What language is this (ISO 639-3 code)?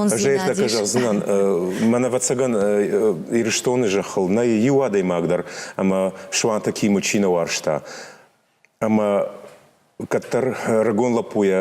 oss